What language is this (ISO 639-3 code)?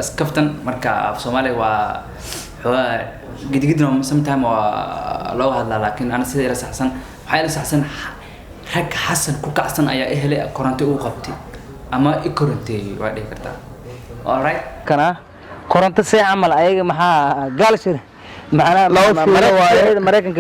som